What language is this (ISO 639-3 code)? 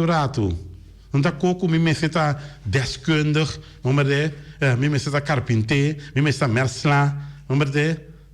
pap